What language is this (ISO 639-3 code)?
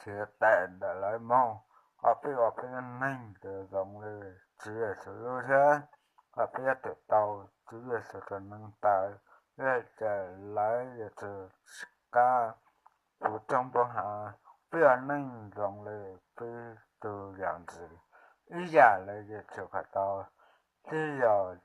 hmn